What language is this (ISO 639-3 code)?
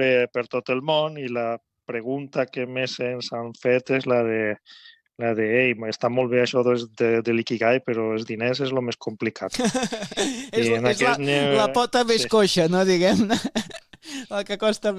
cat